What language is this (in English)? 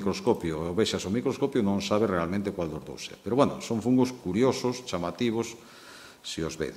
Galician